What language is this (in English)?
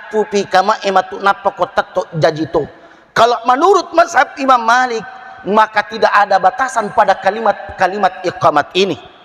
Buginese